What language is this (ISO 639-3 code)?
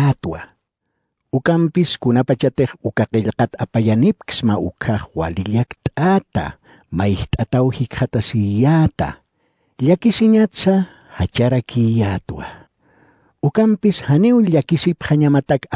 aym